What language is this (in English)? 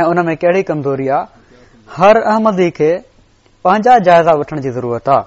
Sindhi